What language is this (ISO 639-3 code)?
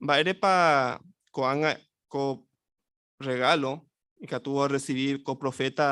grn